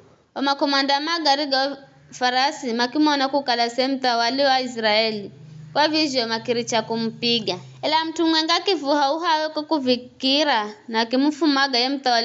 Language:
Giryama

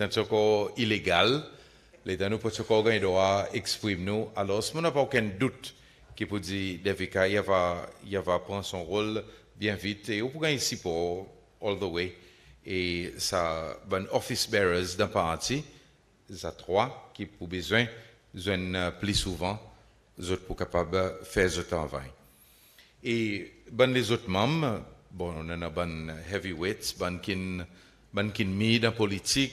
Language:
Seselwa Creole French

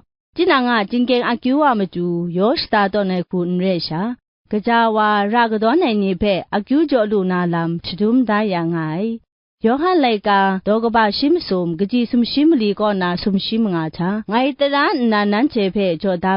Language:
Kachin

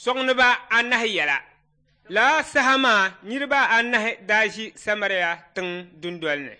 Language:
Dagbani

